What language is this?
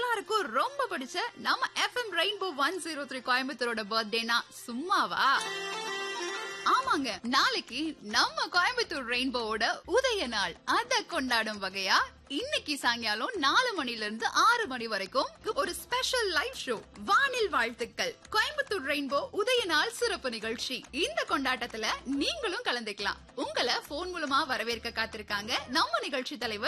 Tamil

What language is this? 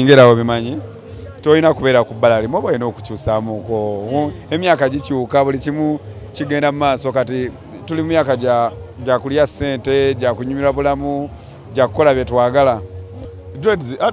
Ganda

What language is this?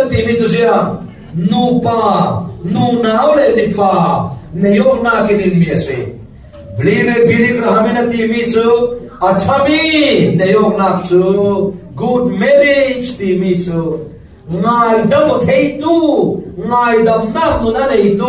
Falam Chin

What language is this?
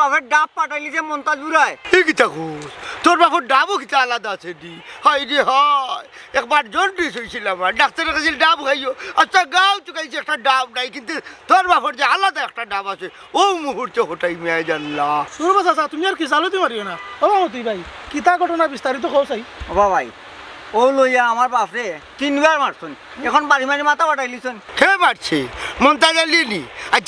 Sylheti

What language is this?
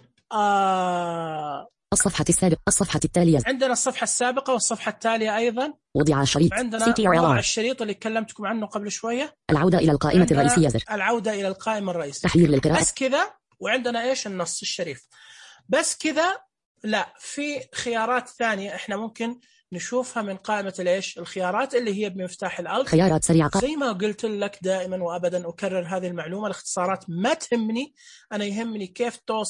Najdi Arabic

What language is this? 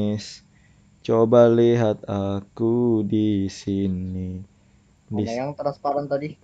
Banjar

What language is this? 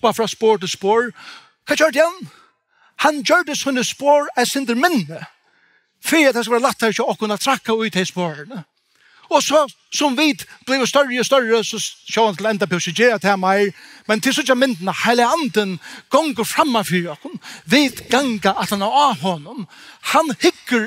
Faroese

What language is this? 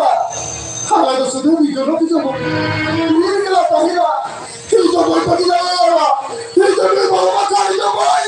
Santali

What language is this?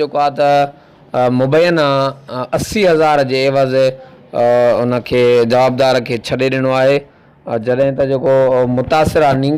Sindhi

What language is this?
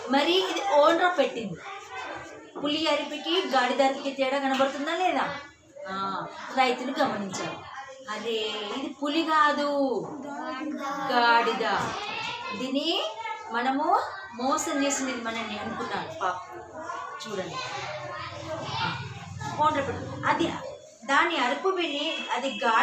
Telugu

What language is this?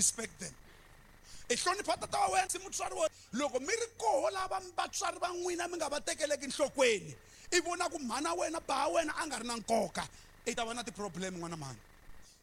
Tsonga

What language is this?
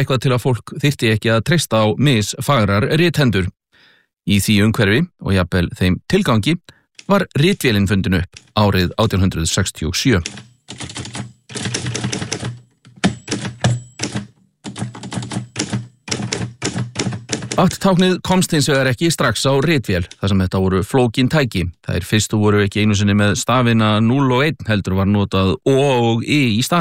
Icelandic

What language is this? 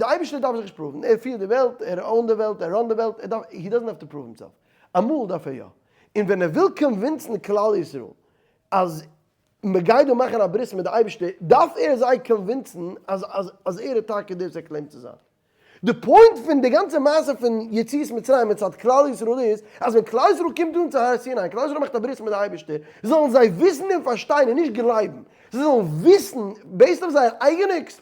Yiddish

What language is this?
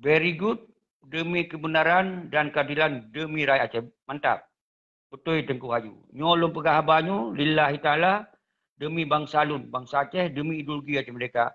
Achinese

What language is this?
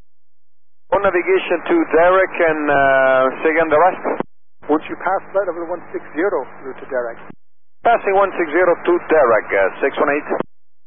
English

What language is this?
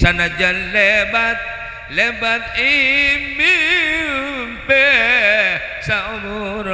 Madurese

